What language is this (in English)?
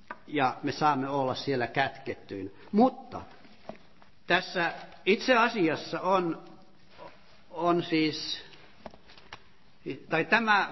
Finnish